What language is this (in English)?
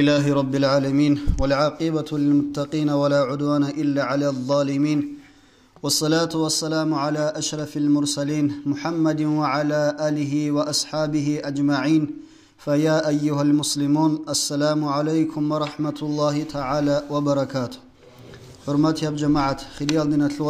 Avaric